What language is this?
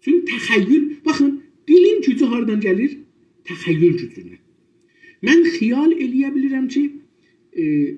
South Azerbaijani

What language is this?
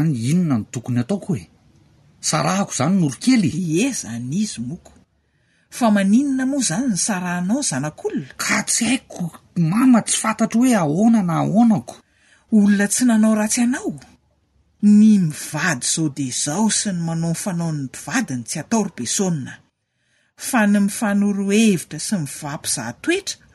Malagasy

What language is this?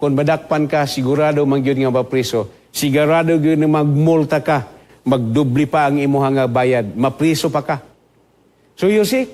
Cebuano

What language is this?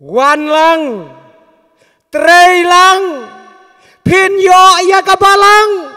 Khasi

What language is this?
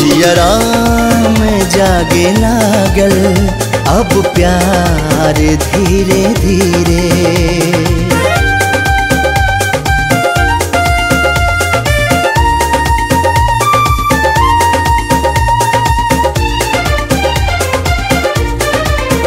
Bhojpuri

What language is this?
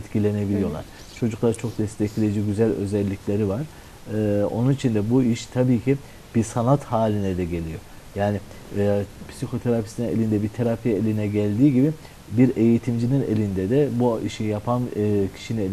Turkish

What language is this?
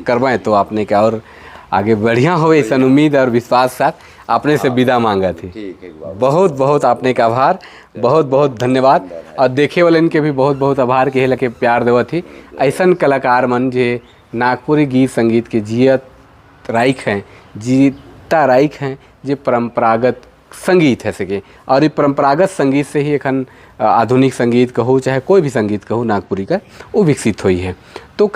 Sadri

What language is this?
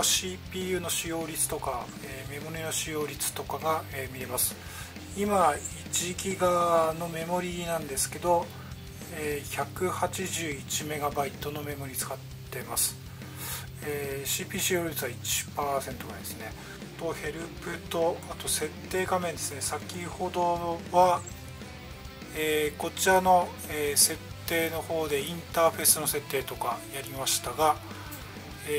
Japanese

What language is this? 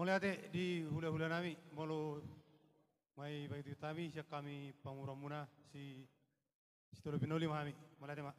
Batak Toba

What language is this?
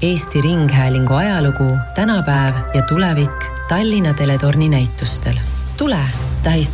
Estonian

